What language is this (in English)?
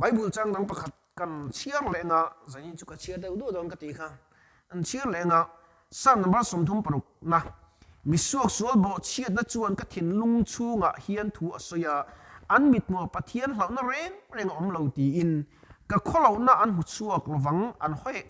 Mizo